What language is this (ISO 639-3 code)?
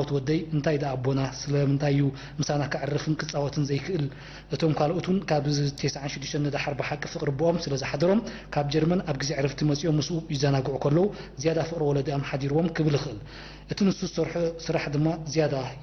tir